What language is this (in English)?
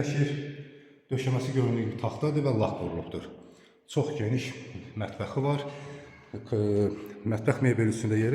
Azerbaijani